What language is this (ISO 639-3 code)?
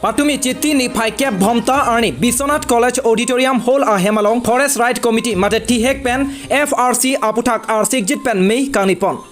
mjw